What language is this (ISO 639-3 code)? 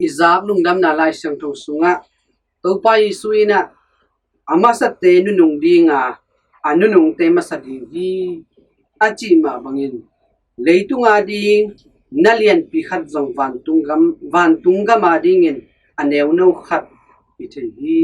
ctd